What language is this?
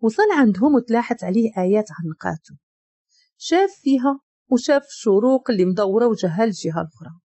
Moroccan Arabic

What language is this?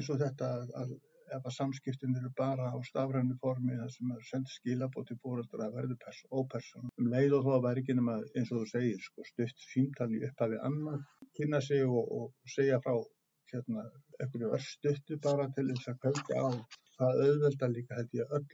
Icelandic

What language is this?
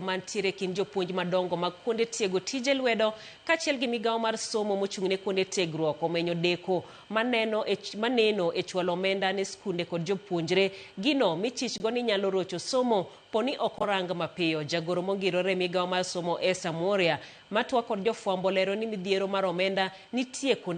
Luo (Kenya and Tanzania)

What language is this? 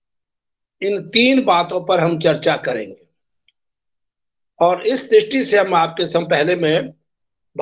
Hindi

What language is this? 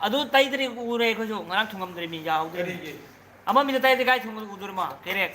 Manipuri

